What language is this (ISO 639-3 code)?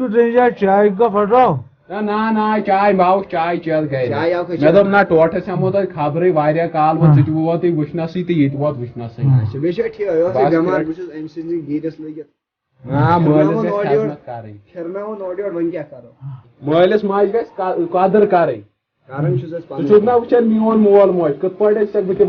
kas